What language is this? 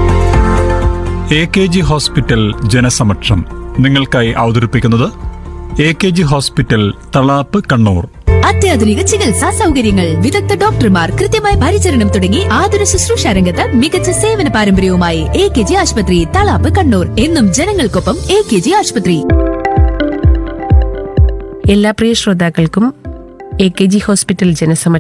Malayalam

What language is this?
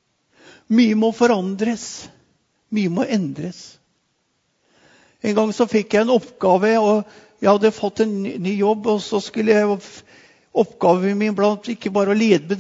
Norwegian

